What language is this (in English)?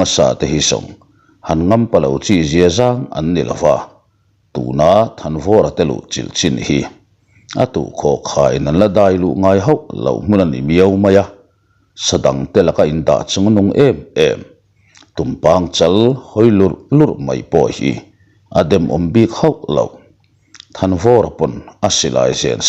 Mizo